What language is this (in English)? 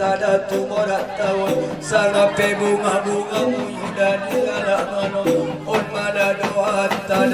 Batak Angkola